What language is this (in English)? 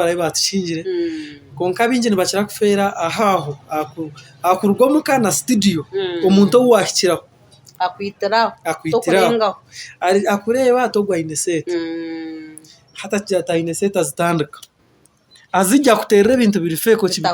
Nyankole